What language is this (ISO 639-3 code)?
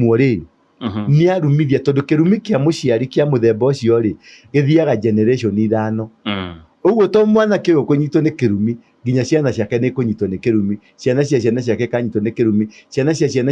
kik